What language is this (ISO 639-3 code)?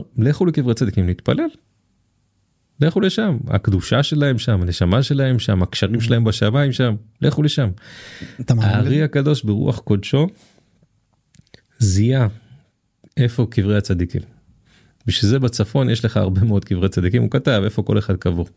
heb